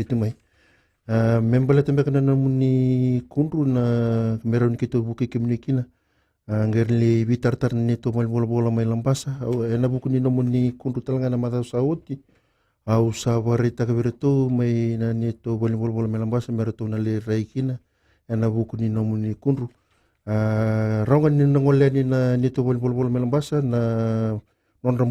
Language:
Fijian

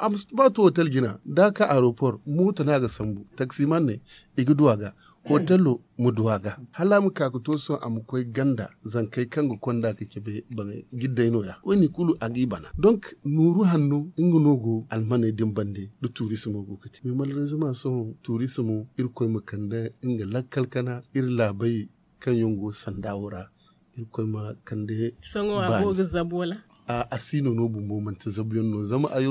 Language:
Zarma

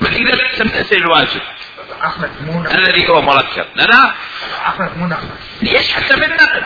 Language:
Mesopotamian Arabic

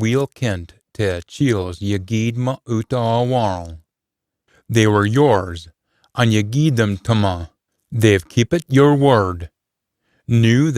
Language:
Scots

